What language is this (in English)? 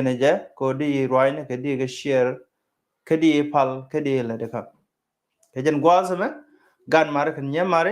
Nuer